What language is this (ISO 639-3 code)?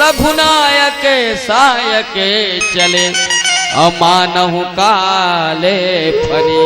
hne